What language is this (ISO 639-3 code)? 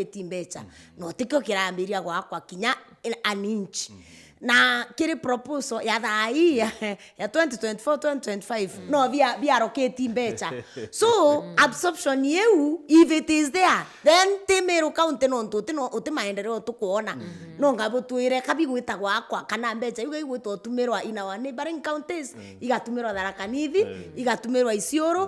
mer